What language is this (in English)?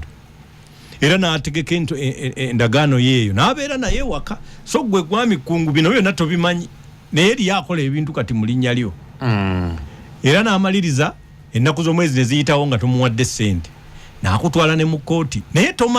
Ganda